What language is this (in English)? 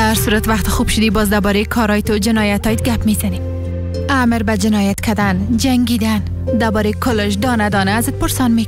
Persian